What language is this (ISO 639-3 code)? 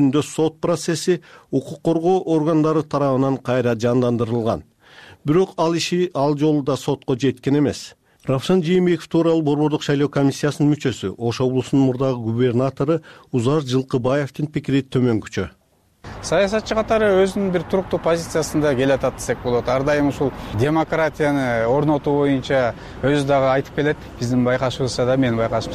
kir